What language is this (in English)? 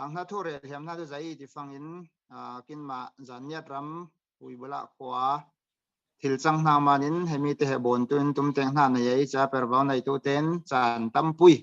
Falam Chin